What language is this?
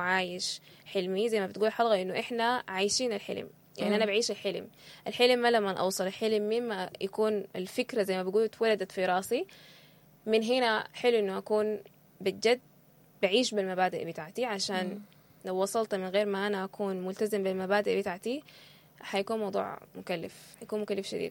Sudanese Arabic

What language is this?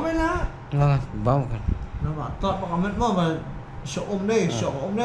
Khasi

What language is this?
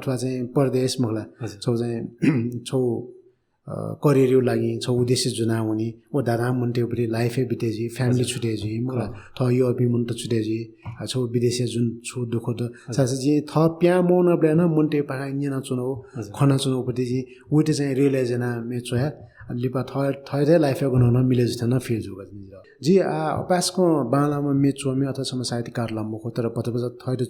Newari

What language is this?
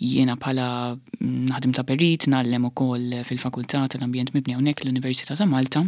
Maltese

